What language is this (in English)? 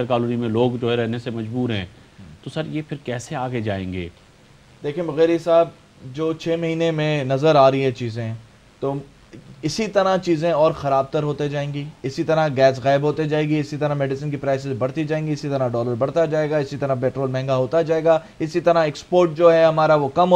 Urdu